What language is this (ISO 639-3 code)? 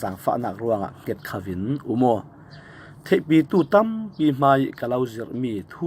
cfm